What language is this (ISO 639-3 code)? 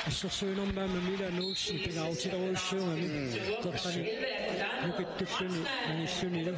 kal